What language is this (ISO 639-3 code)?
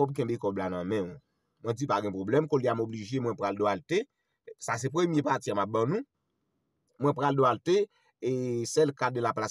hat